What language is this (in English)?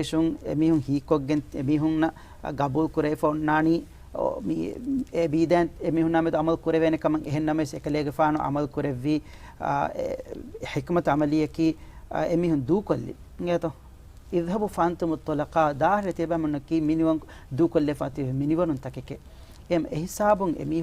Divehi